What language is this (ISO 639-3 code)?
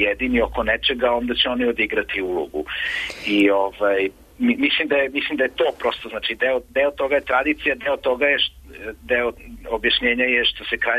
srp